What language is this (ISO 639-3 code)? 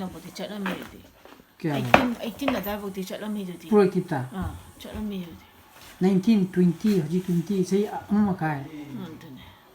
mni